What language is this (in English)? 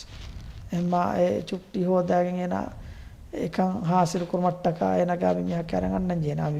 Divehi